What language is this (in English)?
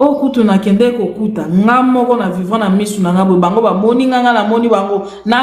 Lingala